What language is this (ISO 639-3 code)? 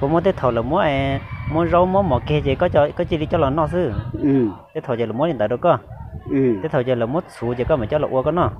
hmn